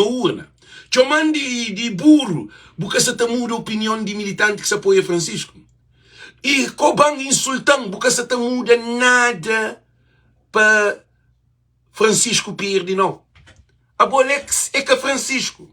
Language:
Kabuverdianu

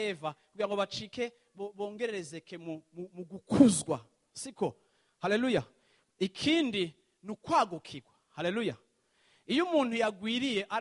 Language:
Rundi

